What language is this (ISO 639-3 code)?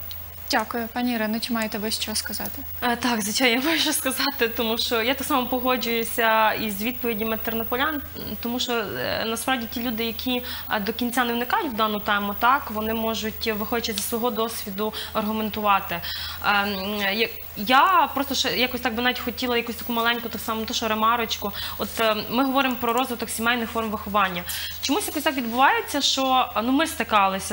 ukr